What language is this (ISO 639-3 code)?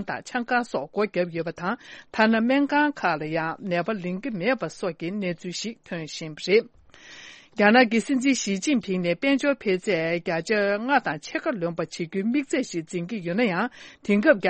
bod